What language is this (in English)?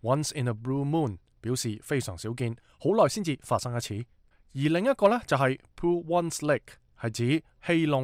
Cantonese